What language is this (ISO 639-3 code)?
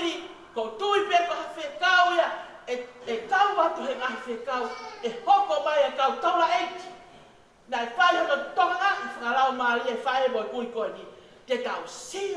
ton